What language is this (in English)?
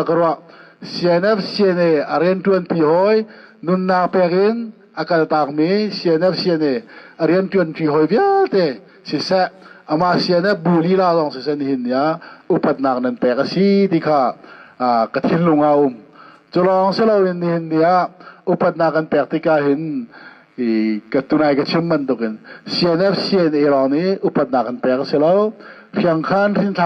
Hakha Chin